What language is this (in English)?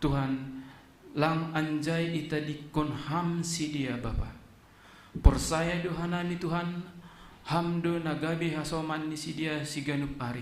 Batak Simalungun